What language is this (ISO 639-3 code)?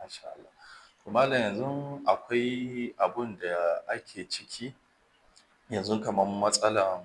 hau